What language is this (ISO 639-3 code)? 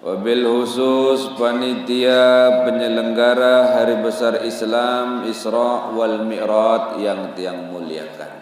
sas